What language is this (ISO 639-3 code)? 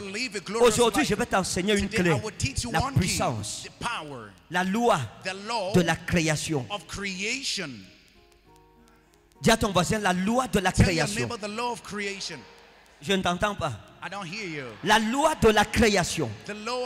fra